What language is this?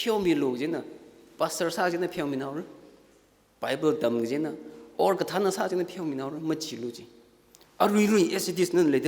Tangkhul Naga (India)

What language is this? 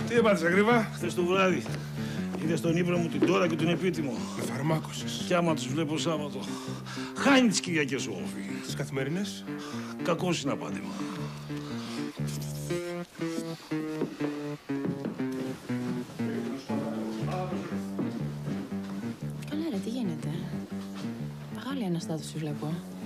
Greek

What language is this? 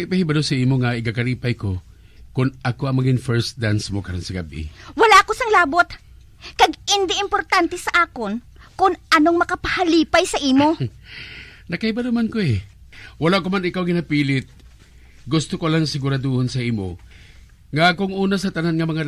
Hiligaynon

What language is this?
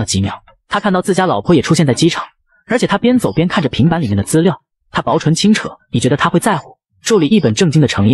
Chinese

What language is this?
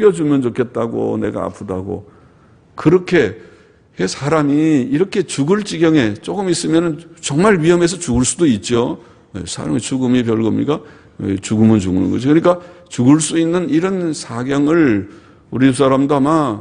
Korean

